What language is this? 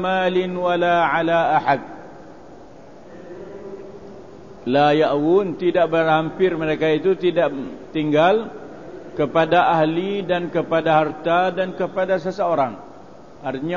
Malay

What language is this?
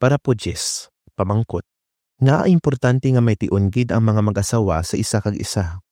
Hiligaynon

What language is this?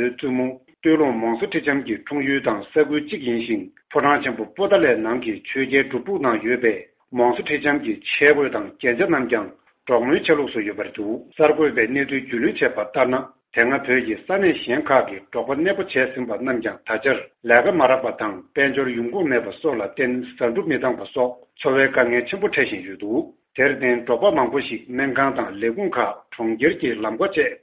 Tibetan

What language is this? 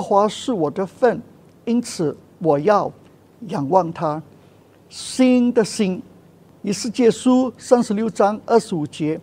Chinese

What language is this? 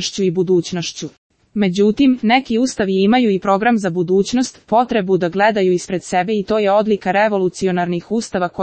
Serbian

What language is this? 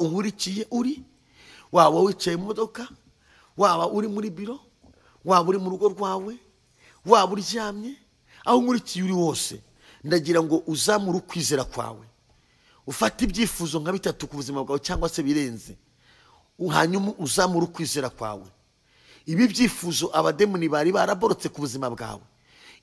Kinyarwanda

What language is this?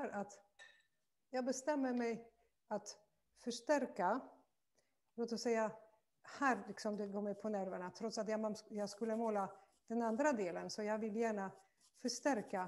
Swedish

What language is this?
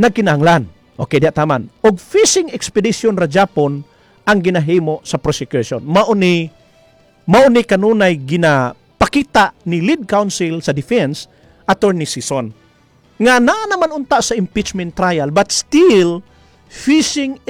Cebuano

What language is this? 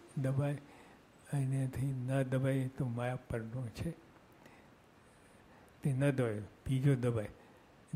Gujarati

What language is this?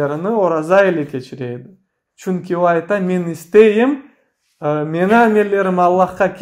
Crimean Tatar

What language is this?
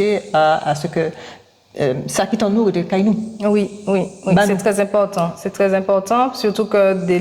Guadeloupean Creole French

